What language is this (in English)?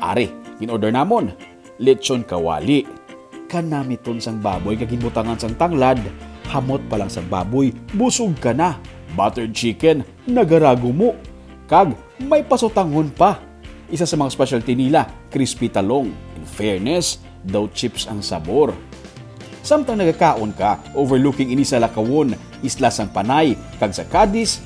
Hiligaynon